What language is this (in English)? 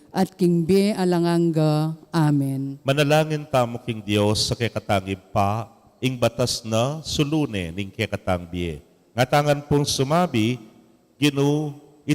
Pampanga